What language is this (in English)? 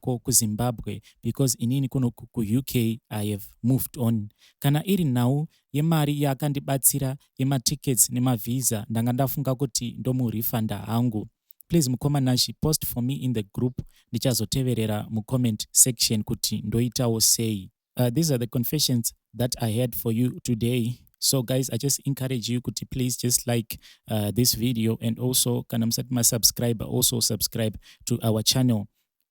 Shona